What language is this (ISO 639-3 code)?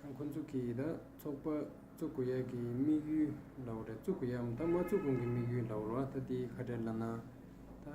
bod